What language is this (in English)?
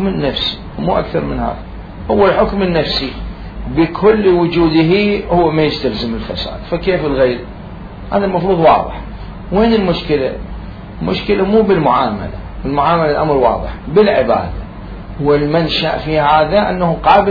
Mesopotamian Arabic